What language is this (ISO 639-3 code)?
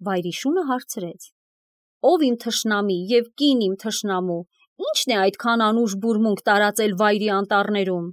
hye